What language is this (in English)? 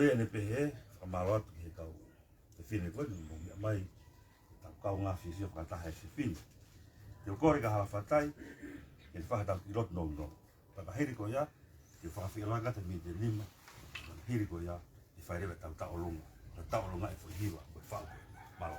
Tongan